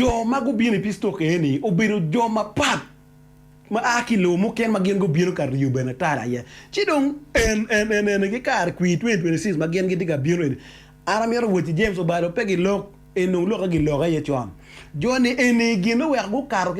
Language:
Acoli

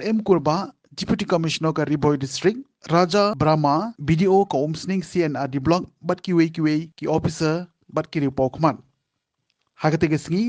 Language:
Khasi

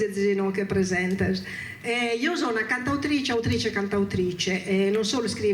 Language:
Sardinian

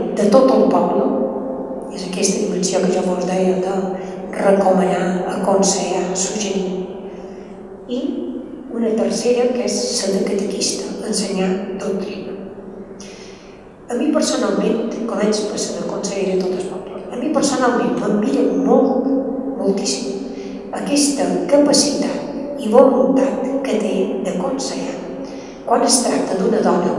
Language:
Catalan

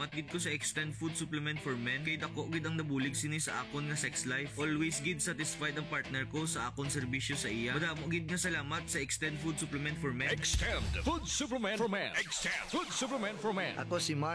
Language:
Hiligaynon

